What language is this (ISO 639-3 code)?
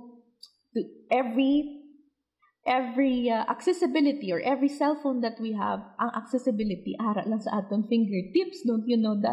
hil